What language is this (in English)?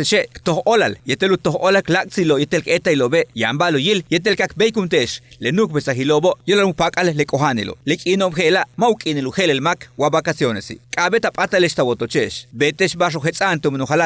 Yucateco